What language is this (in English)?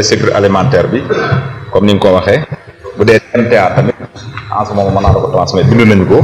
Wolof